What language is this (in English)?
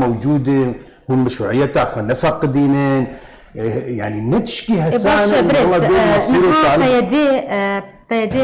Kurdish